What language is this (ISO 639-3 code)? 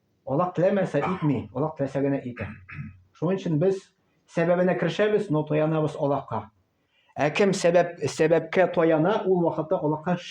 tat